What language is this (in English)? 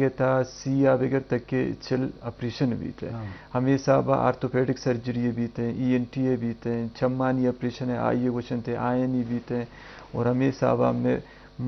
Eastern Balochi